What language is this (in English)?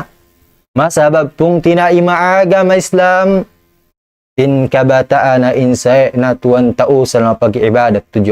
Tausug